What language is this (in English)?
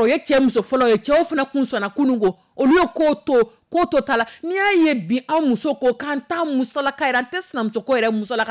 Dyula